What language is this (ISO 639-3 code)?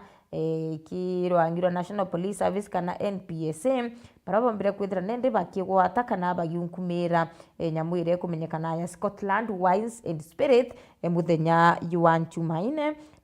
mer